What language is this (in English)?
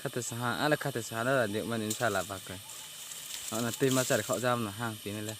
Riang (India)